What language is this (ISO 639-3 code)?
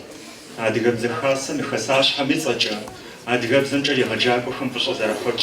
kbd